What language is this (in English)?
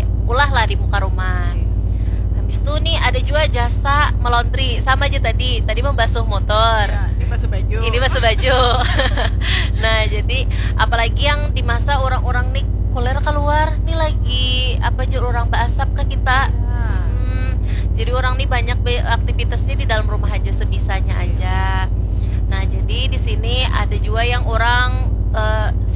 Banjar